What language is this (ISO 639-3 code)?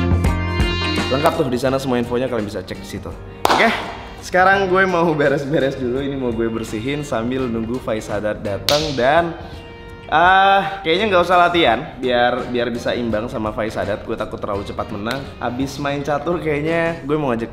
ind